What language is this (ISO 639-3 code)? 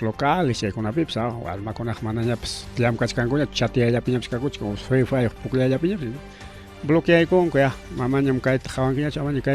quy